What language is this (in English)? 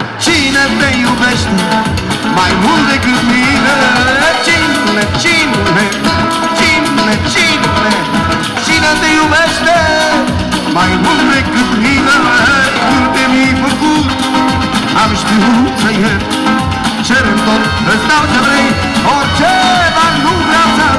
Romanian